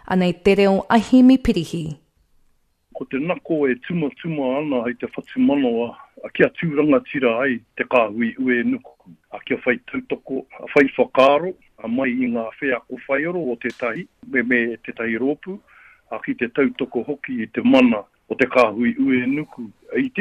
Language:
Māori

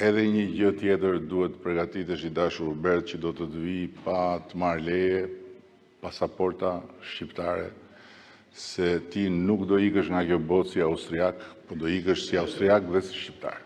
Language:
Albanian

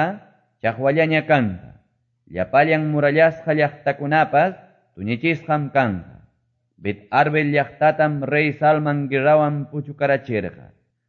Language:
Quechua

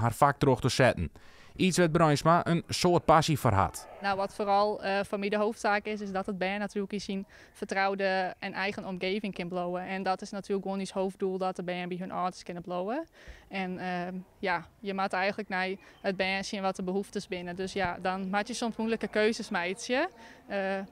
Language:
Western Frisian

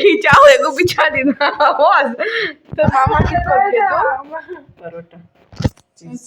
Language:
Konkani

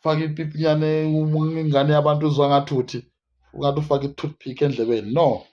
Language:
Zulu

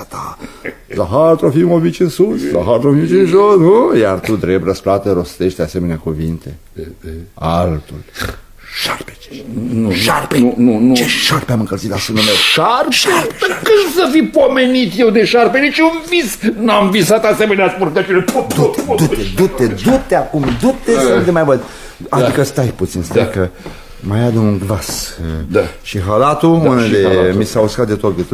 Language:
Romanian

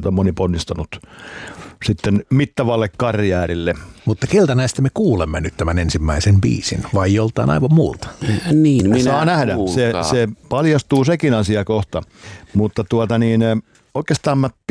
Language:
Finnish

